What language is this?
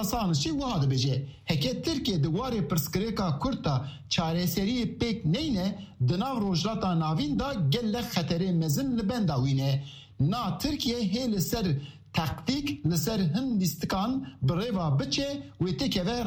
Kurdish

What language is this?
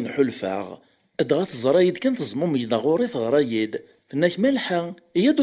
Kabyle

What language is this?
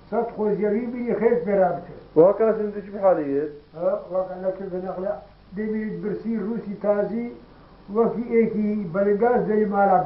Kurdish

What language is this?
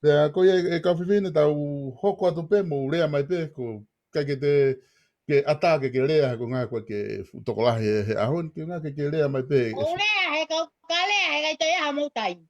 Tongan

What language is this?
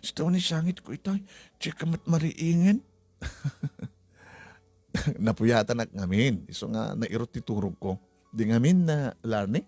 Iloko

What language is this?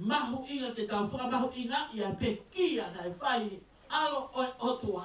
Tongan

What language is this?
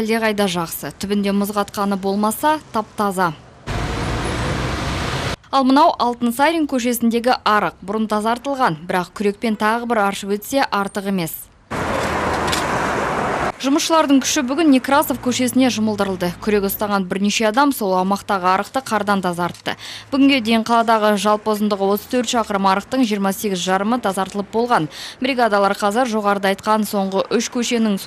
Kazakh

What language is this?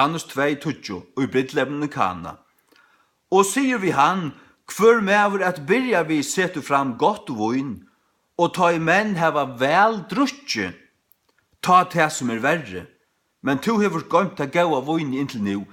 Faroese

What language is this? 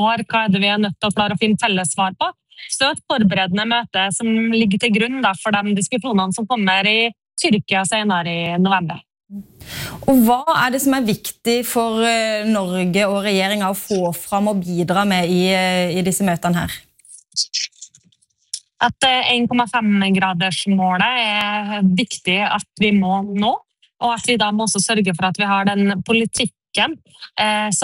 Norwegian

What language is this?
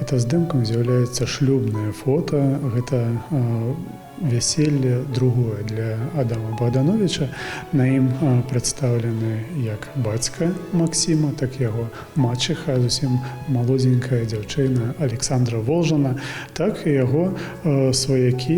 Belarusian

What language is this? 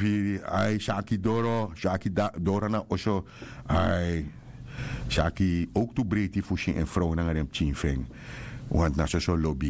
Sranan Tongo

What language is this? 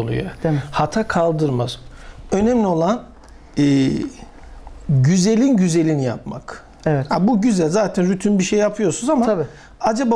Turkish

